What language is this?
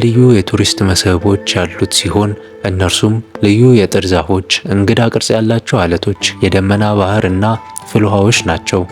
Amharic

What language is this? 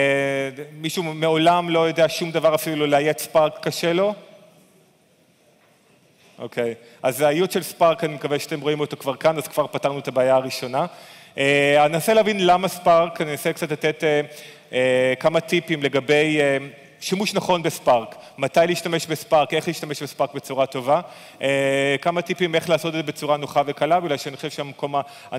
Hebrew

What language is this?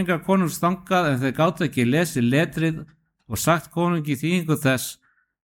Icelandic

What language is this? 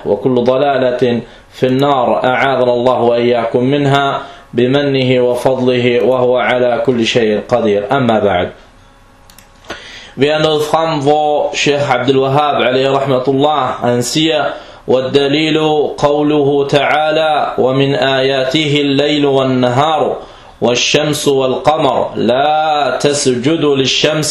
Danish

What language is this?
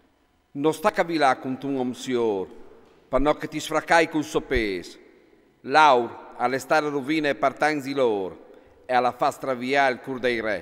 Friulian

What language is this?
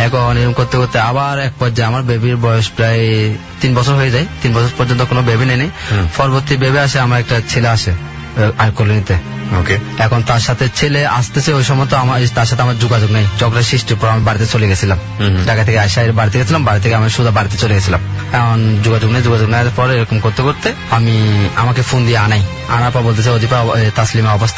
Bangla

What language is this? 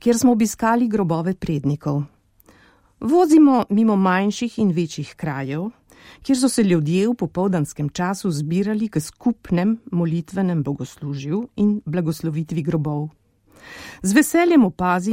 Slovenian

